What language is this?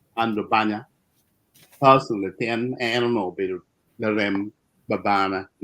Acoli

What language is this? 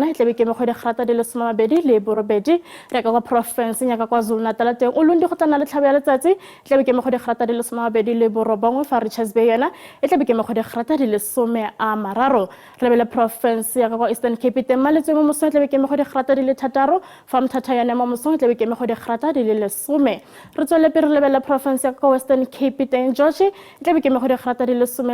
Tswana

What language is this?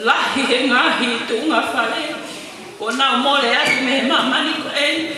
Tongan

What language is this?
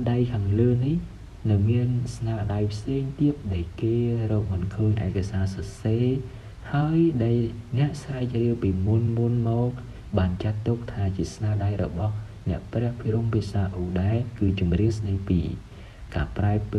Khmer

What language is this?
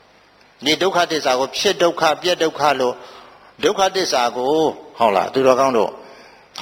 Burmese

